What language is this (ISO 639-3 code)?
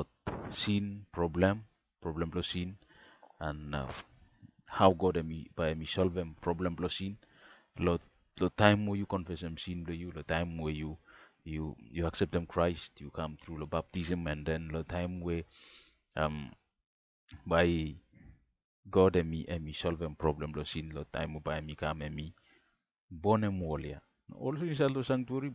bis